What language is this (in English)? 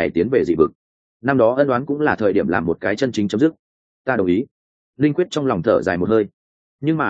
Vietnamese